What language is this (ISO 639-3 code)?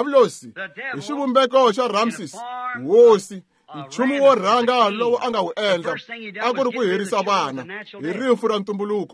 tso